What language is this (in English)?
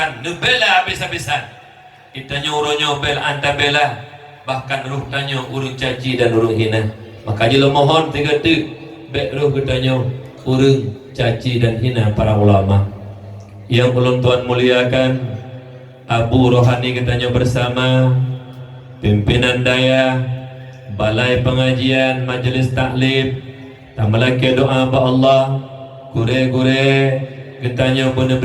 Achinese